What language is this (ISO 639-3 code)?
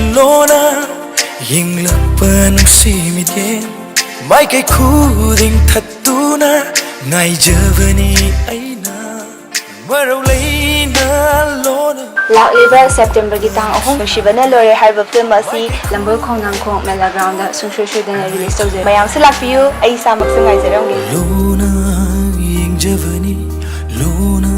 mni